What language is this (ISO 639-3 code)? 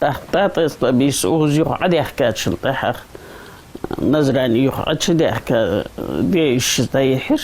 inh